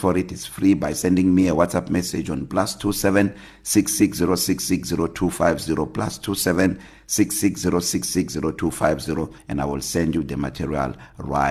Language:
English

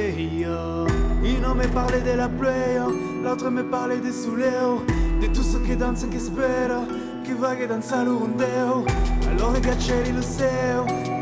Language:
Occitan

